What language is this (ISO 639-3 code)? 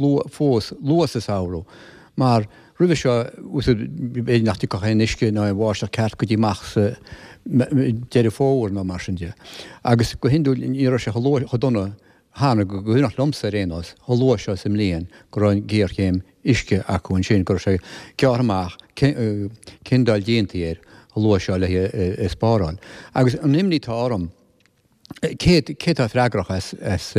gle